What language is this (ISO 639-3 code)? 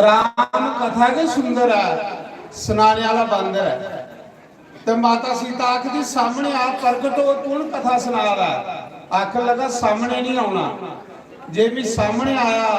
doi